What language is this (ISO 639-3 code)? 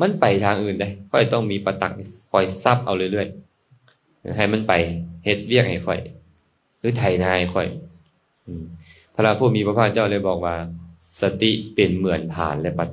lao